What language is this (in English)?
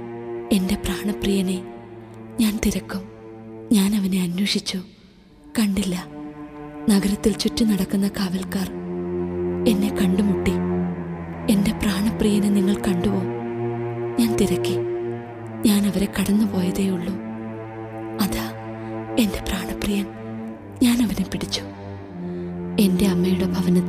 Malayalam